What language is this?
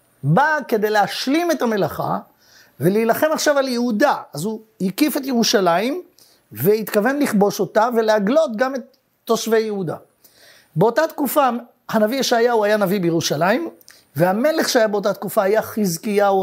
Hebrew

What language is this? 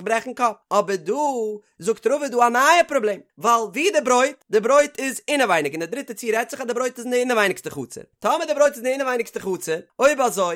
Yiddish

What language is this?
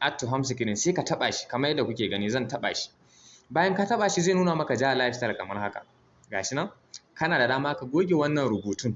Hausa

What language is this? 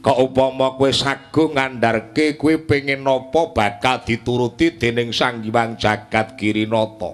Javanese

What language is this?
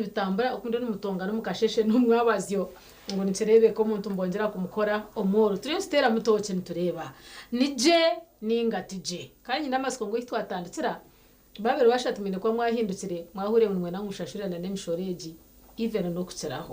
Nyankole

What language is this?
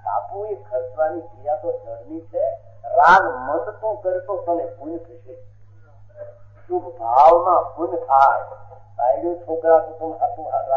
Gujarati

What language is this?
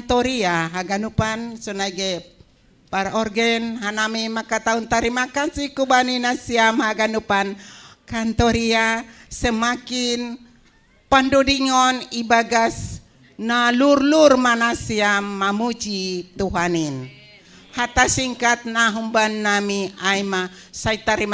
Batak Simalungun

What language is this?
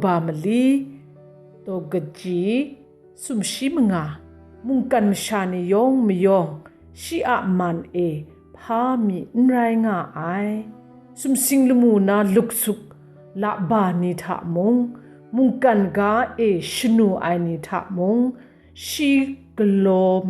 Kachin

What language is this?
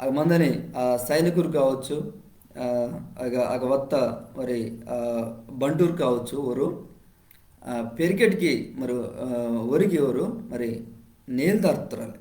Koya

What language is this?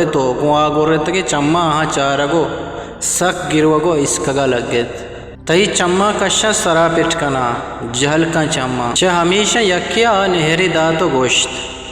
Eastern Balochi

